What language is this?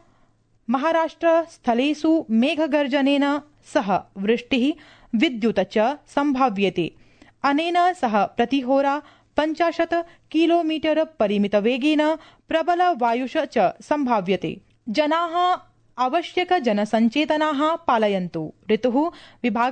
Sanskrit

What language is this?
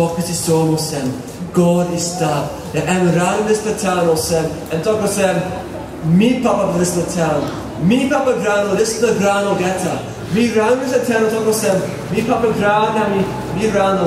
Tok Pisin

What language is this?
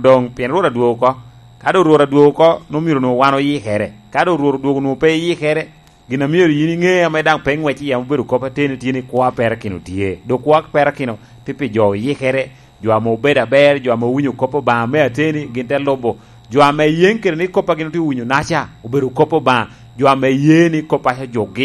Lango (Uganda)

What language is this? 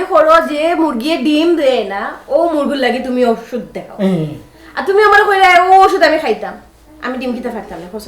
Sylheti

